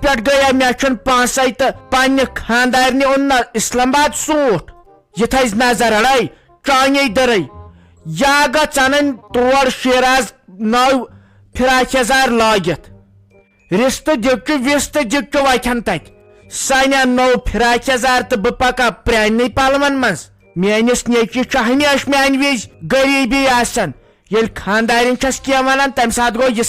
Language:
Kashmiri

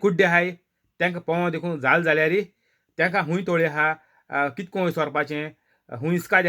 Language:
Konkani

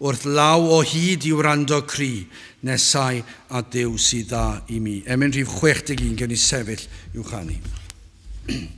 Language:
Welsh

